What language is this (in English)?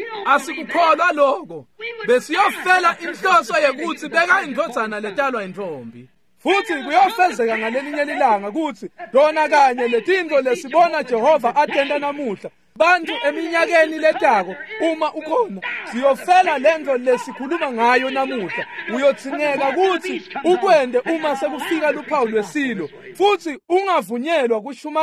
Swati